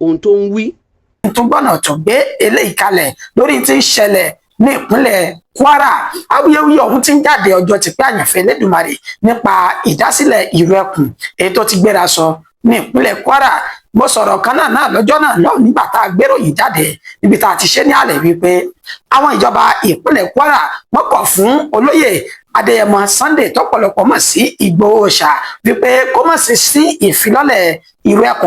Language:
Yoruba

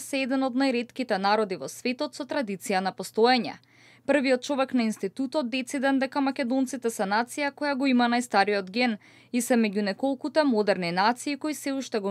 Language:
Macedonian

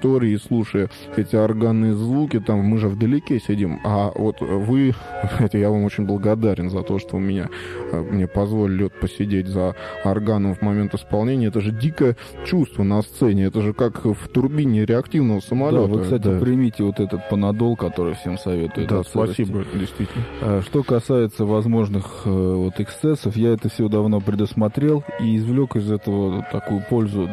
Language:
Russian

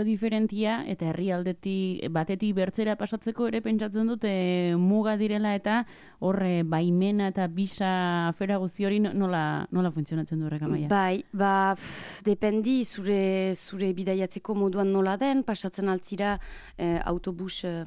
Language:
Basque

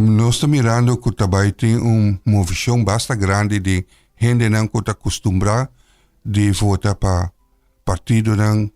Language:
Papiamento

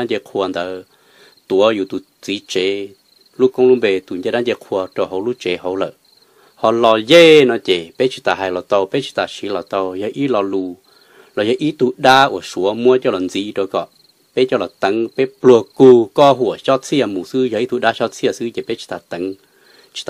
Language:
Hmong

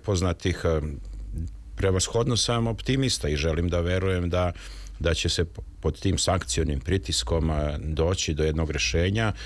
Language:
Serbian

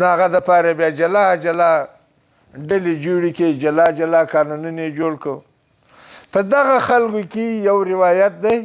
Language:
Pashto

